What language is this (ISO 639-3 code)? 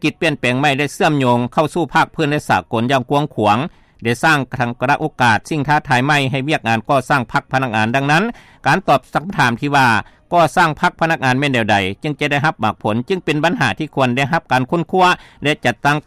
lao